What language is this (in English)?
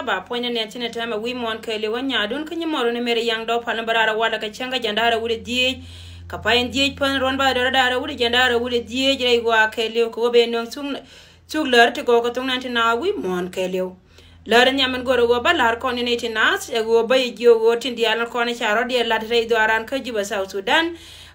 Nuer